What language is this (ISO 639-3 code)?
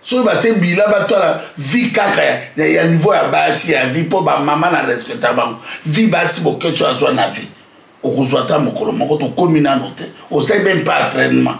lin